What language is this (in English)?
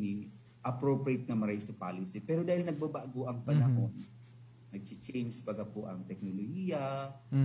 Bikol